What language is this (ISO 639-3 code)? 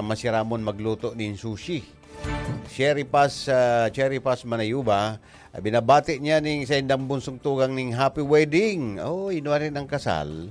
bik